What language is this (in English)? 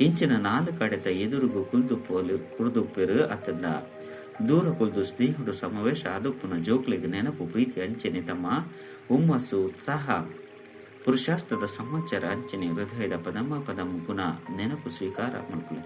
Tulu